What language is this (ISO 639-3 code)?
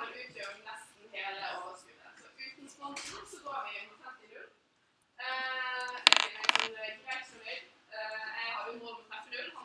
nor